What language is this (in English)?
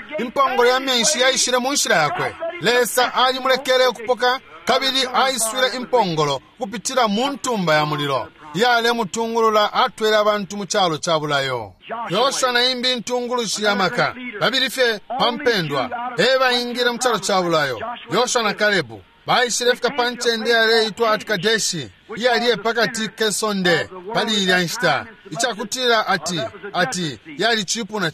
Bemba